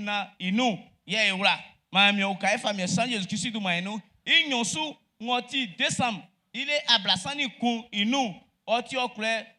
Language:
Baoulé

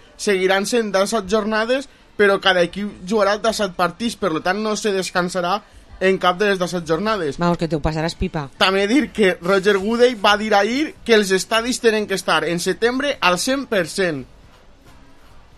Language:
Catalan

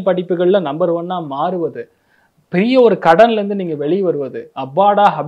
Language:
Tamil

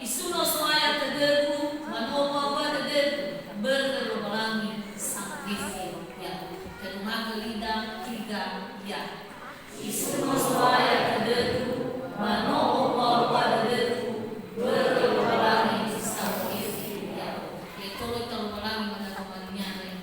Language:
Nias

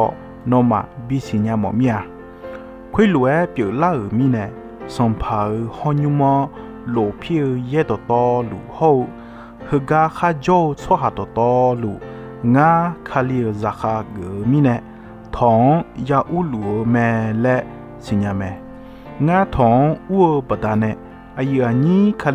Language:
Akha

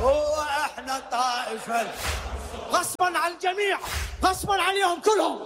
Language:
Mesopotamian Arabic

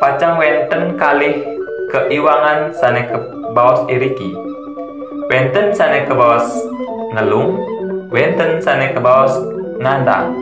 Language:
Balinese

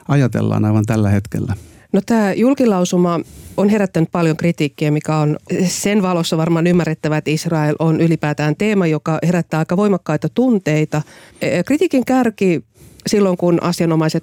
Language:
Finnish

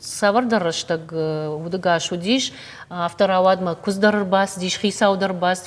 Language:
Ossetic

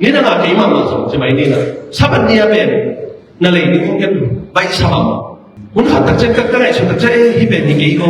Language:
Tedim Chin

